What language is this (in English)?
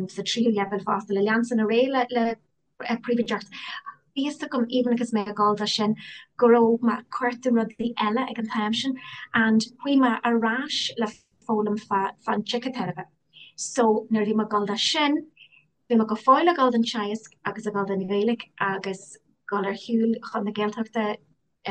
Irish